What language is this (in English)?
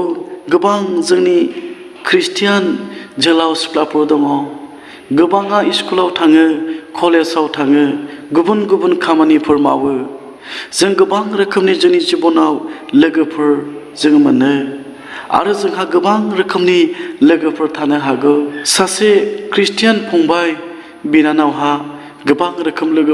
Bodo